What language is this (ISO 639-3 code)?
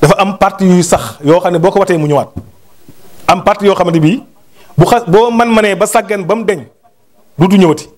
wol